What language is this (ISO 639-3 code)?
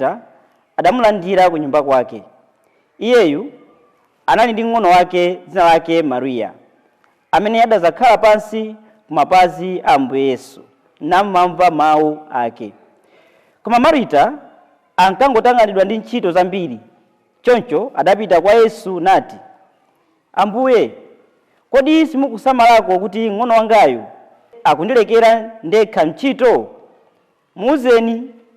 nya